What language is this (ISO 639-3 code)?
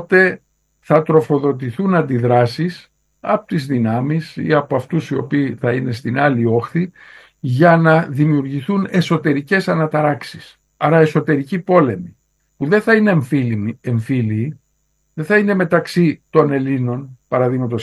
ell